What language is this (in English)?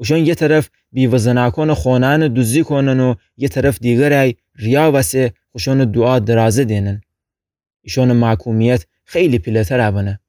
Gilaki